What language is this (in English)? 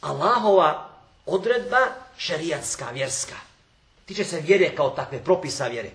Bosnian